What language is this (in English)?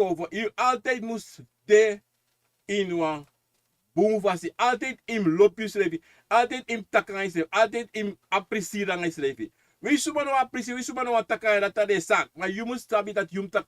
Sranan Tongo